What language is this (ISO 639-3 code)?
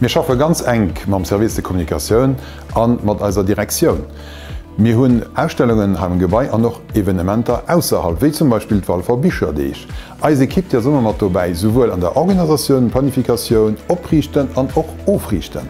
ltz